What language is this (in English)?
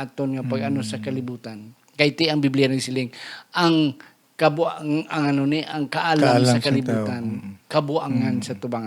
Hiligaynon